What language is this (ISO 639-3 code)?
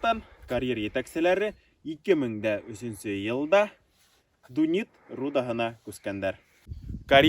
bak